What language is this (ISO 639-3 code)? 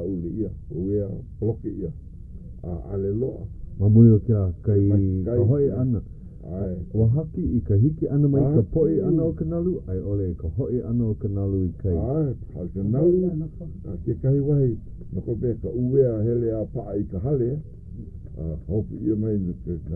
haw